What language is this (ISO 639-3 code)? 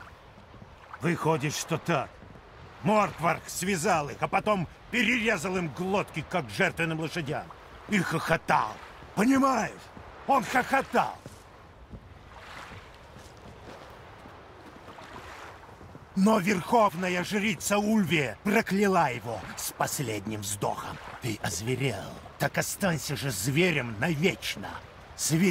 rus